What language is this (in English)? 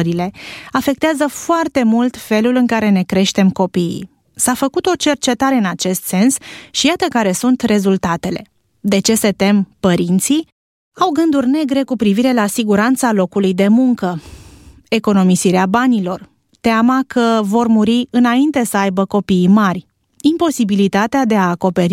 Romanian